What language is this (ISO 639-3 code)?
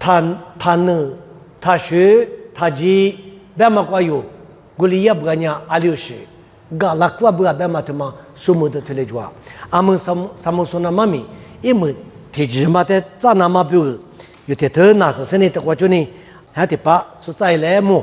lis